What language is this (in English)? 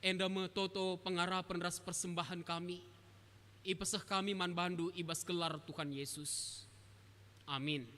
Batak Karo